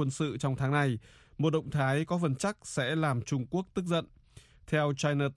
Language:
Vietnamese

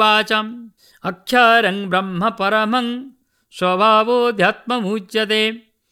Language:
Sanskrit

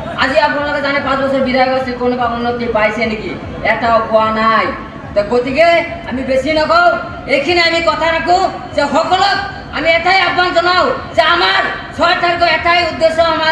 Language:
Assamese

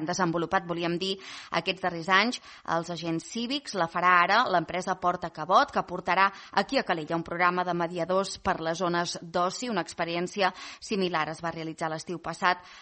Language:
Catalan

